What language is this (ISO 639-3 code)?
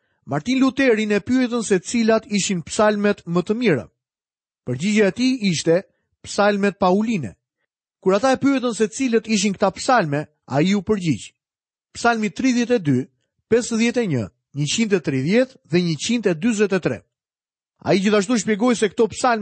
sqi